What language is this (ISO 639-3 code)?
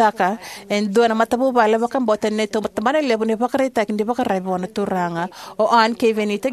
fij